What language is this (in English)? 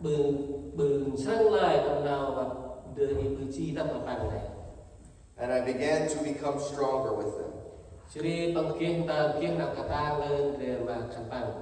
Central Mnong